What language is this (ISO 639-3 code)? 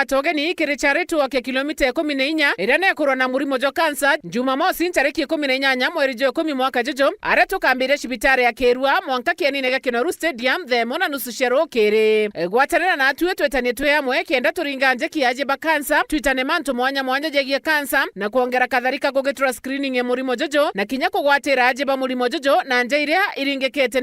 mer